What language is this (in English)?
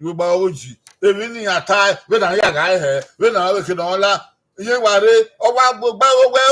Bini